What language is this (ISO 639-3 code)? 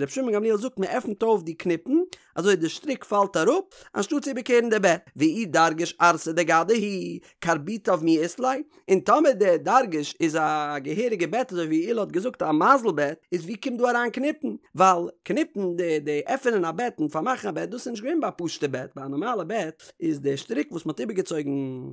yid